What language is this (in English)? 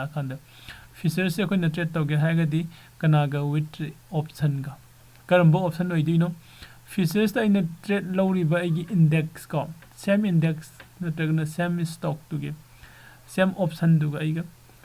Manipuri